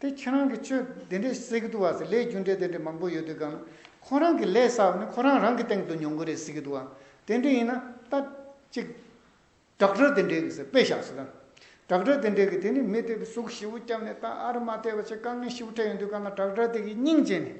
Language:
Tibetan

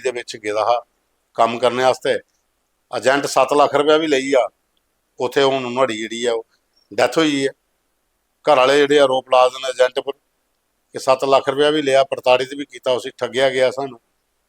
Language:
Dogri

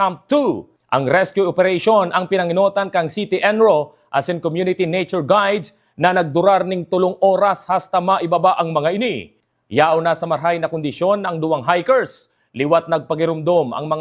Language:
Bikol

